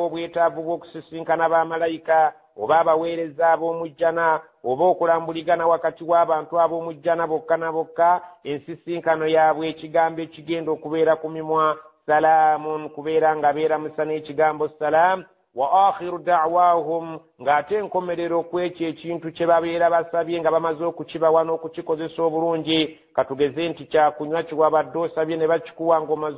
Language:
Ganda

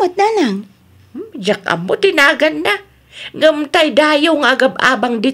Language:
Iloko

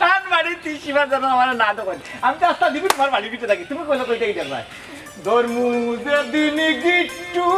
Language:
Sylheti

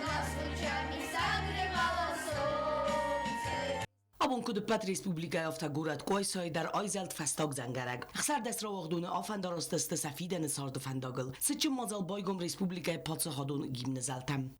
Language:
Ossetic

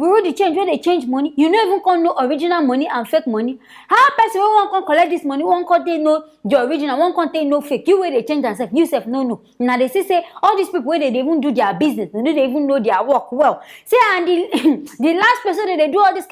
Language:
Nigerian Pidgin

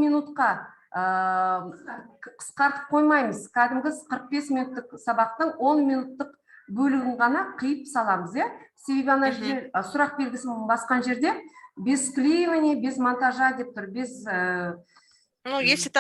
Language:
Kazakh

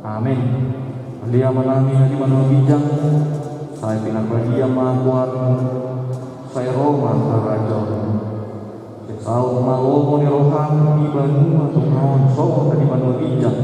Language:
Batak Toba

